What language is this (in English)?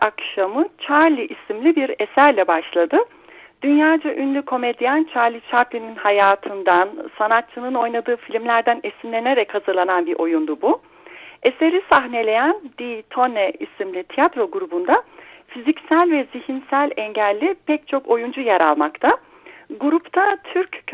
Turkish